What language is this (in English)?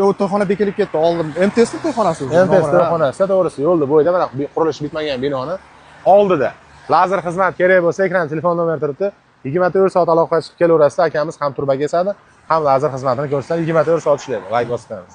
Uzbek